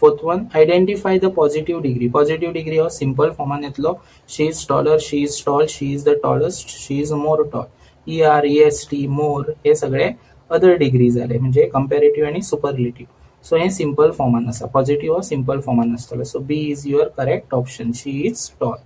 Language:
Konkani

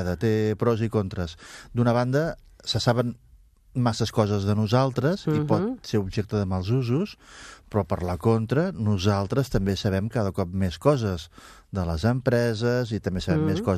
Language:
Catalan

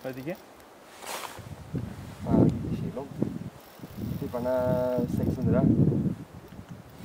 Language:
Norwegian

